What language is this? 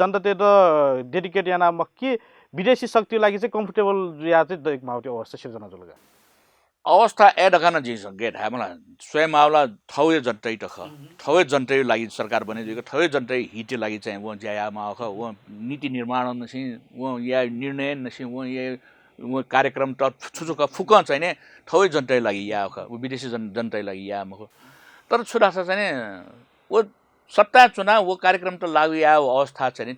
Newari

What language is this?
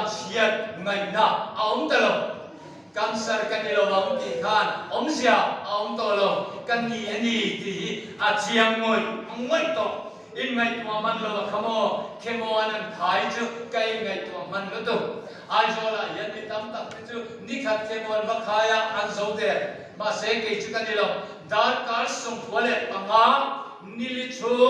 Mizo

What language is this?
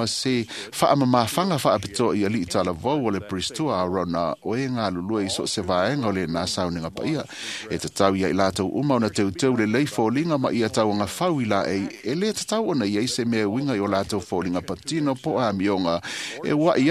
Samoan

